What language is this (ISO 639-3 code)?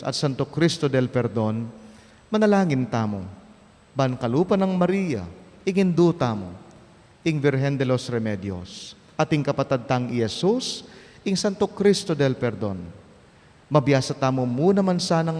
pam